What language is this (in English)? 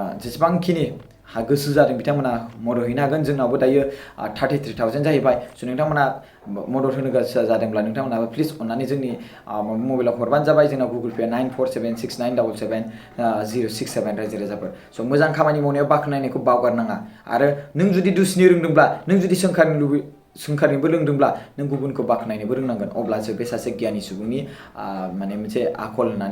Bodo